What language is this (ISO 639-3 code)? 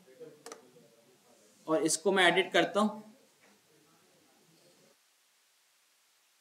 hin